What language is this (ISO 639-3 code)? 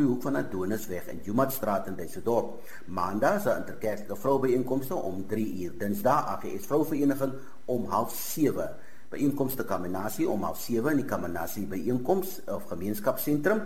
afr